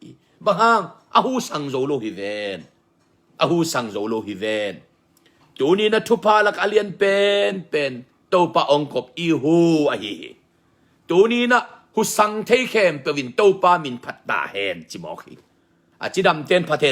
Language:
Tedim Chin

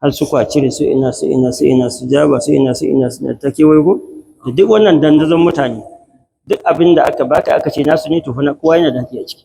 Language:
Hausa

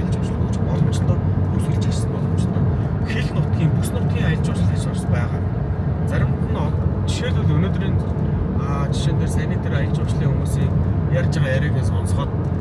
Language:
Mongolian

